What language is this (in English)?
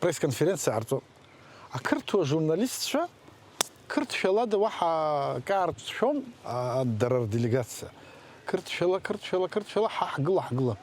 Abkhazian